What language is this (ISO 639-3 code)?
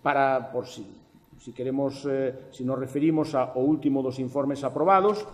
glg